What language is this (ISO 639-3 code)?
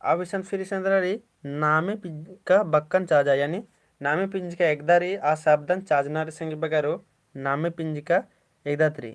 kru